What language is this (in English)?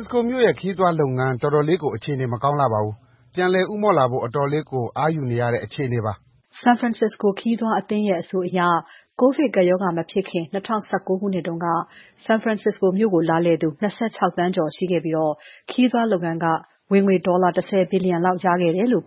Burmese